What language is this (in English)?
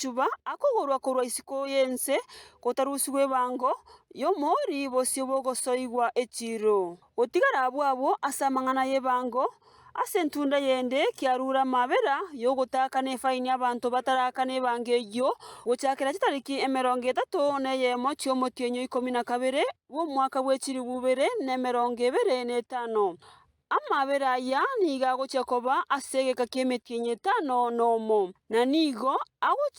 Gusii